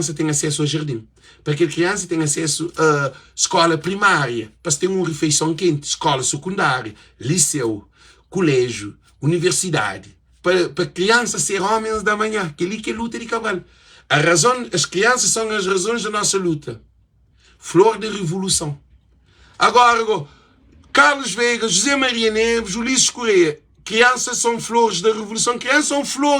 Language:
Kabuverdianu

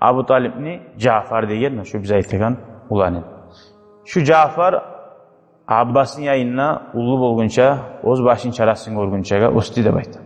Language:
Kumyk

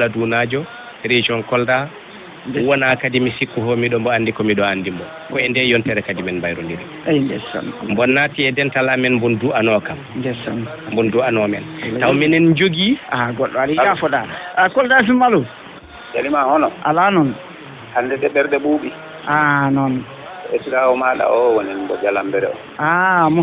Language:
Fula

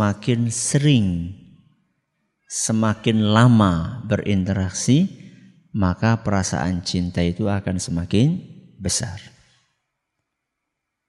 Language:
Indonesian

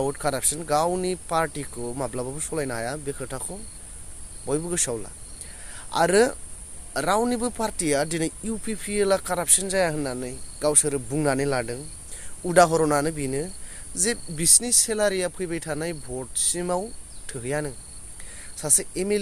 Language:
Bodo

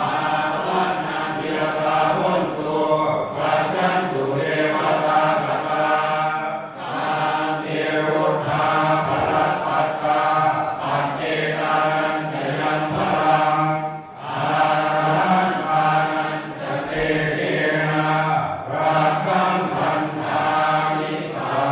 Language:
Pali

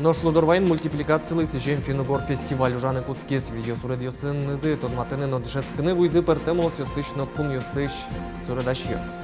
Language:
Udmurt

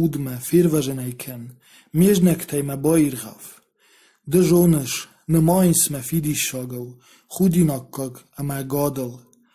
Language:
Ossetic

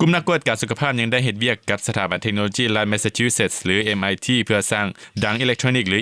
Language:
Lao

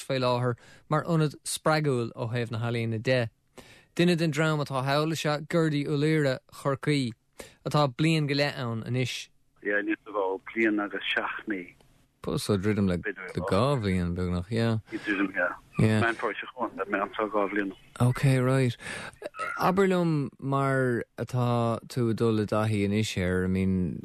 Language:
Irish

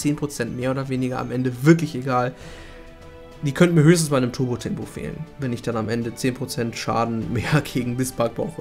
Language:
German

